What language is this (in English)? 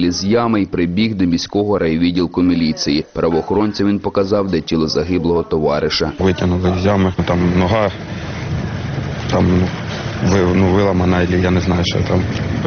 Ukrainian